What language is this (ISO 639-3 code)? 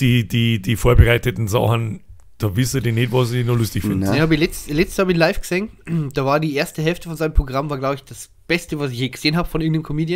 bar